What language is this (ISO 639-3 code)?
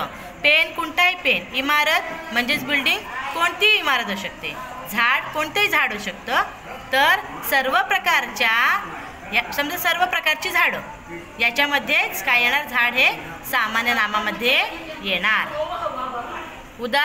mar